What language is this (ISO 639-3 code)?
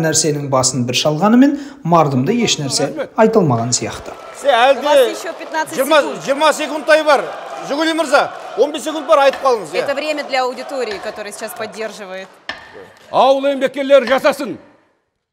kaz